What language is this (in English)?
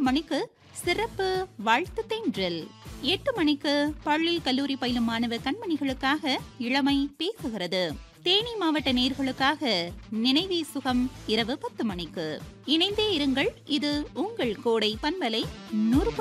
Tamil